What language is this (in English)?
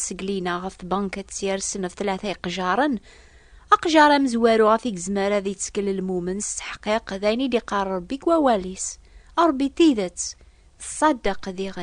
Kabyle